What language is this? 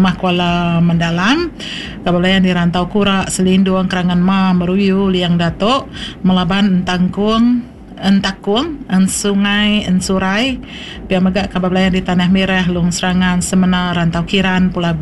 Iban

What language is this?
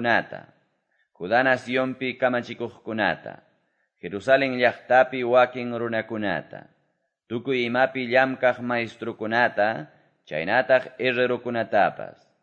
Quechua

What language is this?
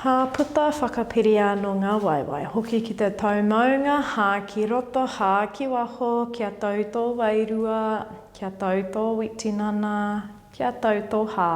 Māori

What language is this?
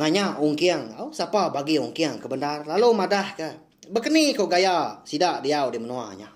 Iban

